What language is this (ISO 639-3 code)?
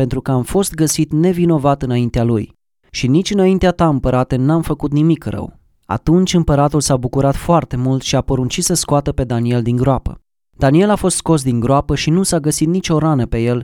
ron